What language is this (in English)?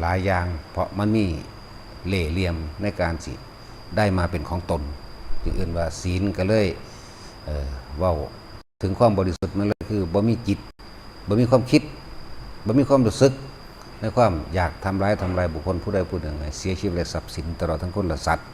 Northeastern Thai